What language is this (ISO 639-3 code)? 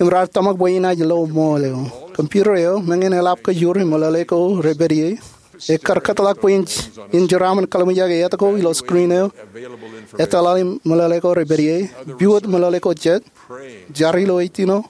mah